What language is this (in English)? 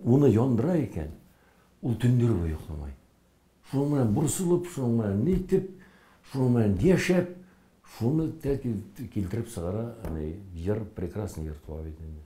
Bashkir